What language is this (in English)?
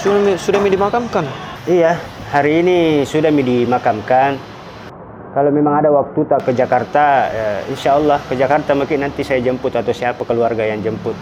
Makassar Malay